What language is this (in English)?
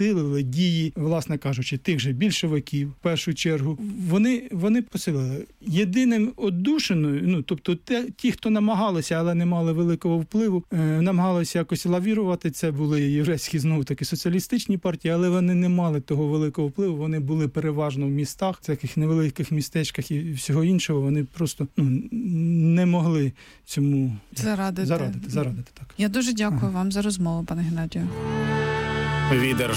Ukrainian